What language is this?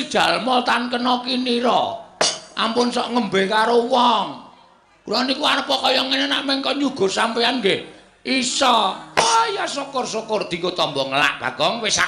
Javanese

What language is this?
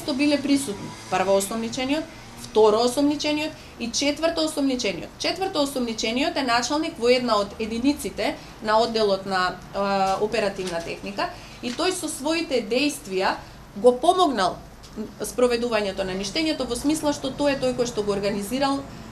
Macedonian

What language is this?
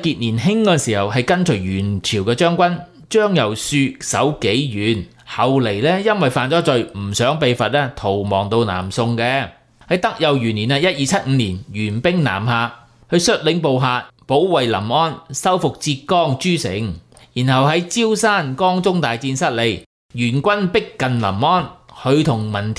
Cantonese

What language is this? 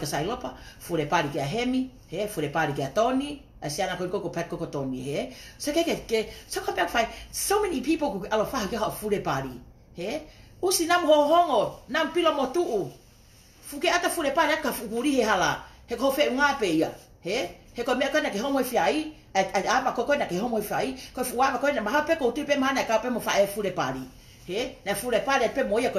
Tongan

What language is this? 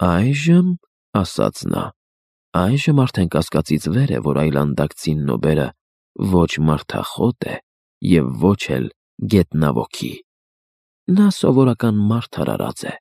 Armenian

